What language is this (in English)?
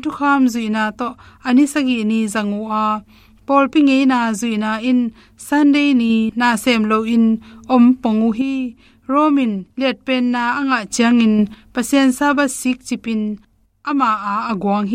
Tedim Chin